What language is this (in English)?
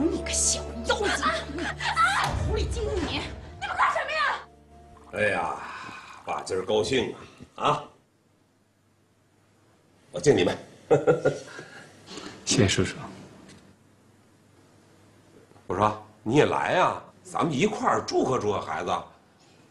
Chinese